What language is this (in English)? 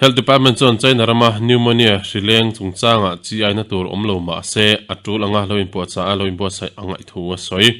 Mizo